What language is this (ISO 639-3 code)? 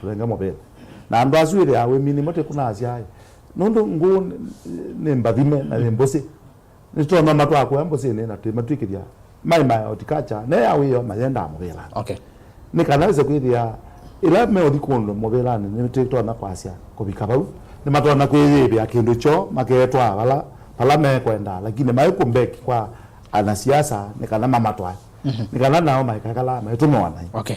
kam